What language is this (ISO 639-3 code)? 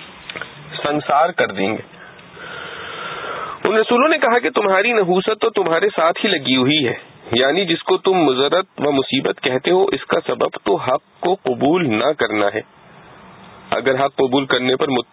urd